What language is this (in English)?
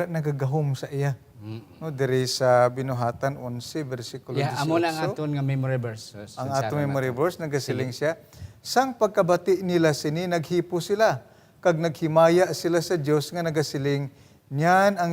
Hiligaynon